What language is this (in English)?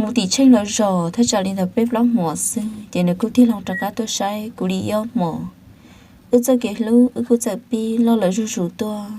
Hmong